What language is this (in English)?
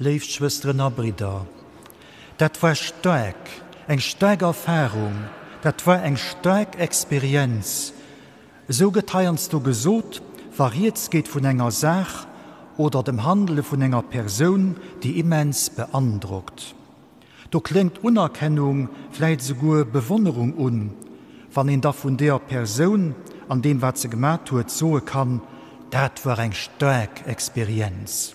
Luxembourgish